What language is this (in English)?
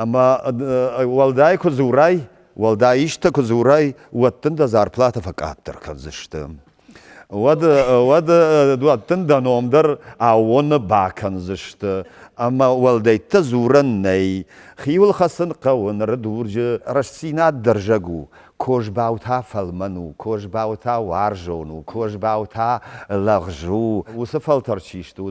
Ossetic